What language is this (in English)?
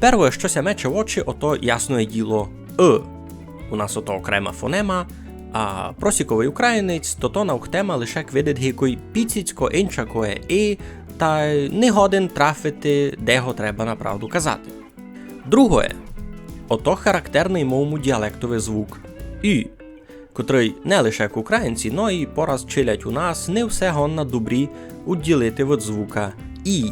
Rusyn